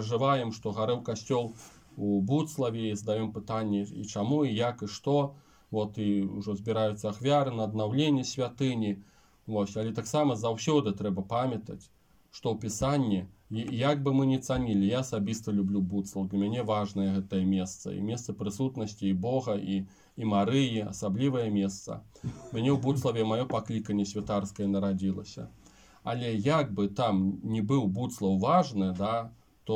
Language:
Belarusian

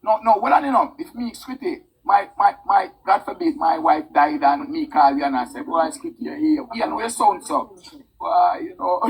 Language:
Jamaican Creole English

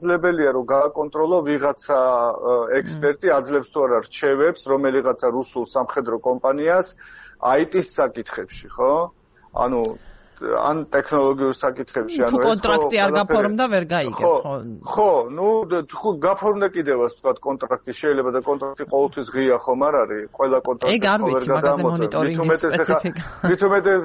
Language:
Georgian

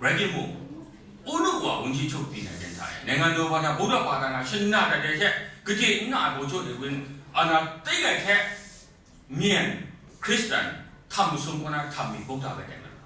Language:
Kachin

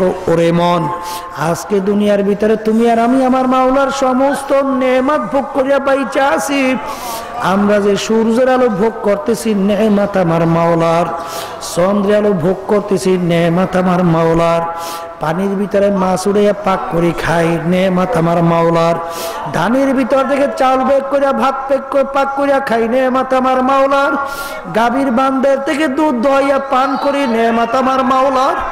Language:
Bangla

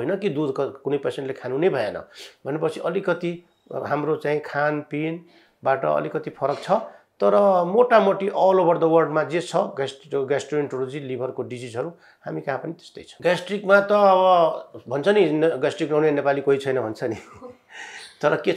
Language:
Nepali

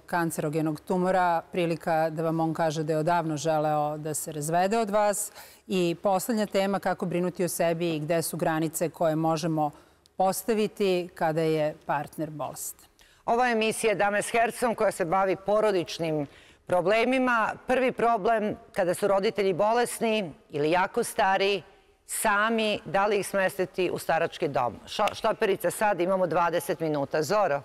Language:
Serbian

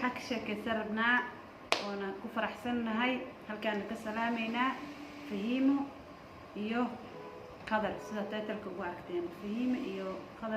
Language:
Somali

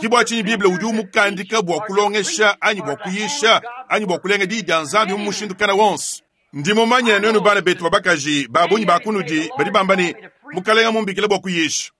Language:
Luba-Lulua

